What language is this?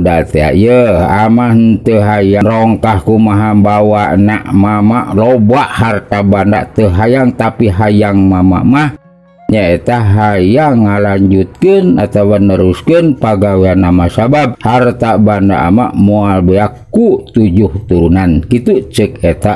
Sundanese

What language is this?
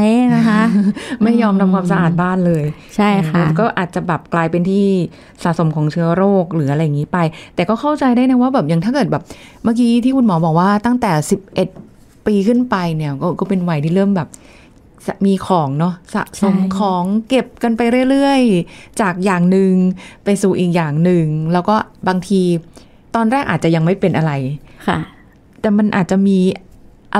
Thai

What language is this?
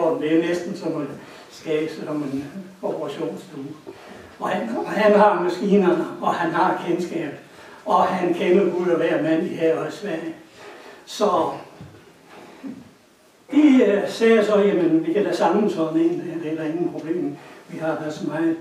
Danish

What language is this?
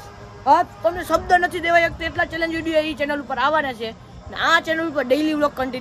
Gujarati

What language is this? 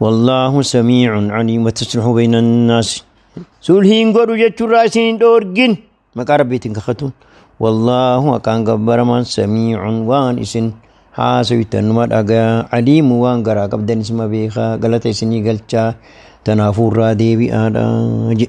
Oromo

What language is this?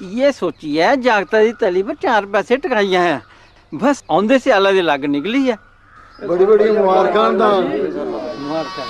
Dogri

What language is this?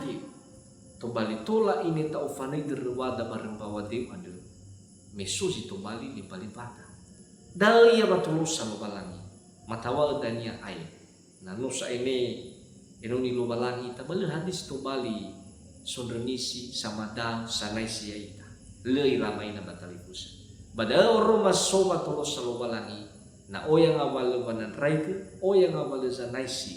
Nias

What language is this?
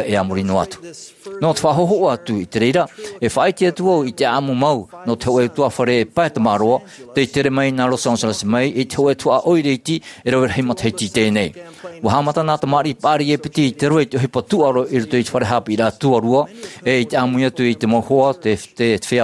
Tahitian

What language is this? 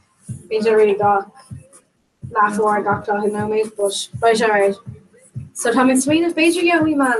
Irish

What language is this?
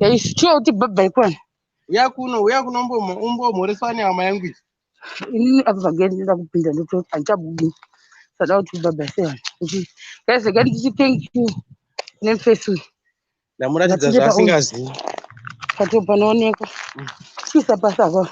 Shona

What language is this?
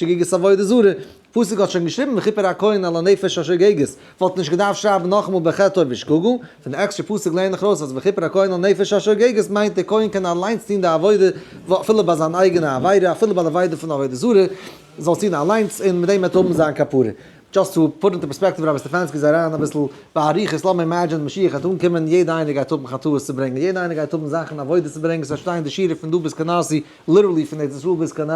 Yiddish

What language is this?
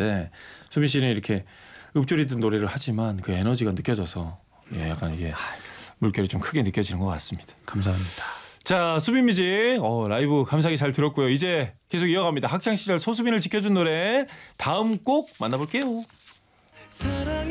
Korean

